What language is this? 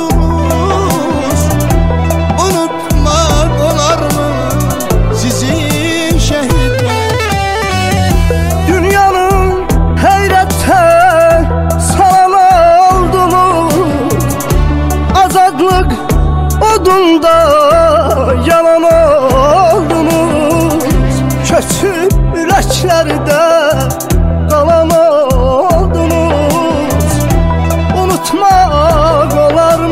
Azerbaijani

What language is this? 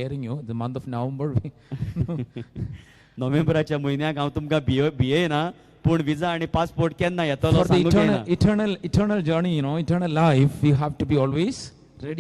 Konkani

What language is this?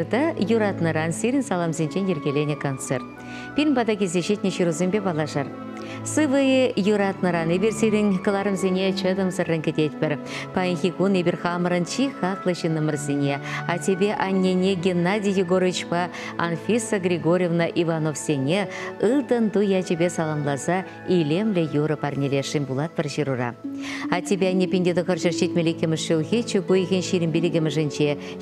Chuvash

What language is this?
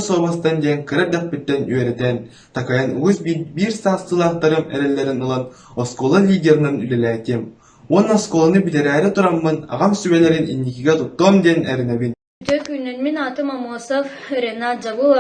Yakut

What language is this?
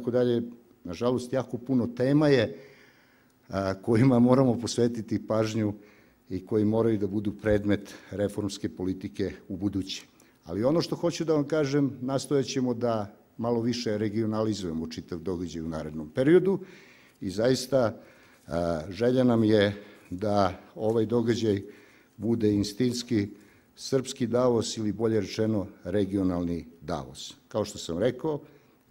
Serbian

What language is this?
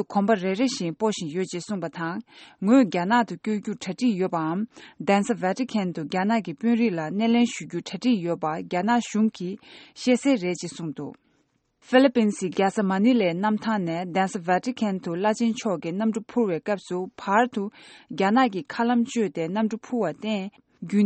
Tibetan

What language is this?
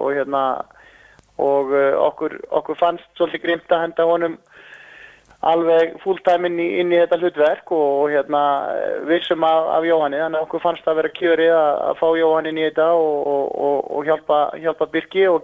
Icelandic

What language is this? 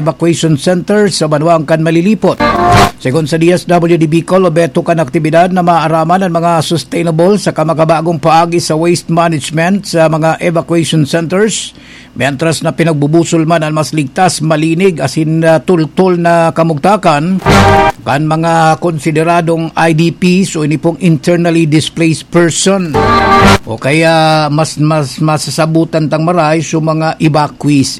Bikol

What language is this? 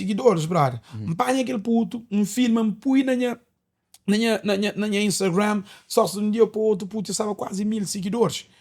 Kabuverdianu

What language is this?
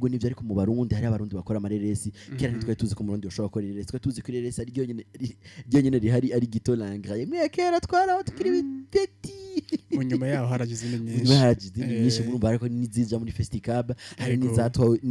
Rundi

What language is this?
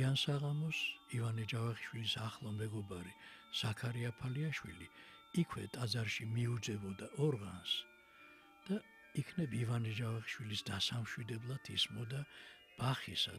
Georgian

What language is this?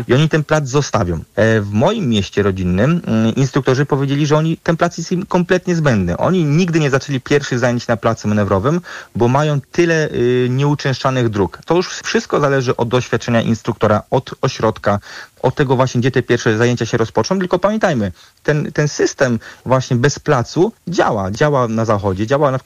Polish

